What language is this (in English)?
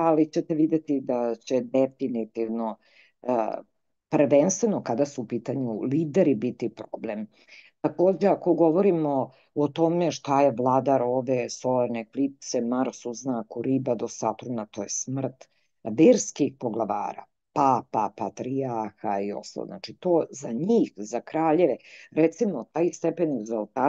Serbian